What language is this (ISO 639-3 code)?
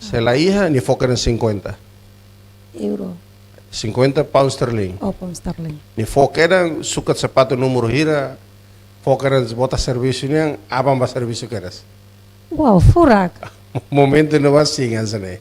tet